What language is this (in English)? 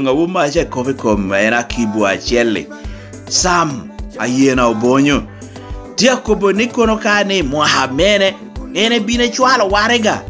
Lango (Uganda)